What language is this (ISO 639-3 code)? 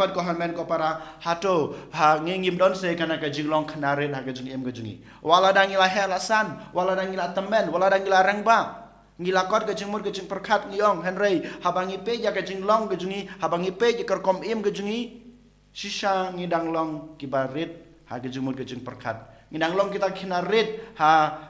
kha